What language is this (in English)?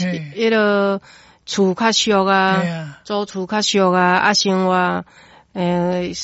Min Nan Chinese